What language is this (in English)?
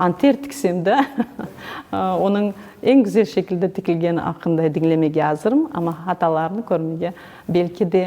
Crimean Tatar